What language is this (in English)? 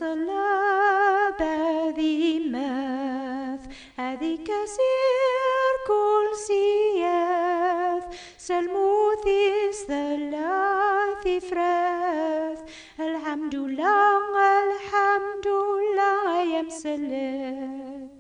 Kabyle